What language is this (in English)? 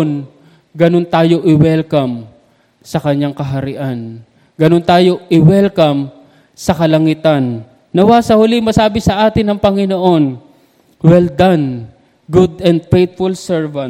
Filipino